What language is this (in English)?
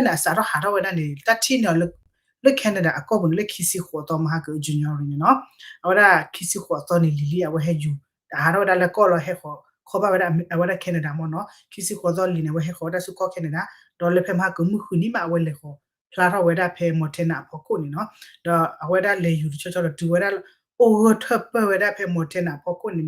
S'gaw Karen